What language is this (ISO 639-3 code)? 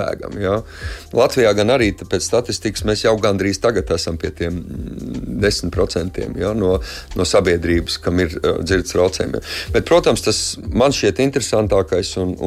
lav